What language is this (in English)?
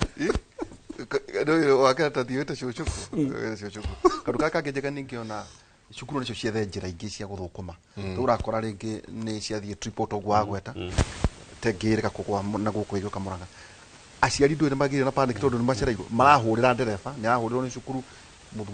Kikuyu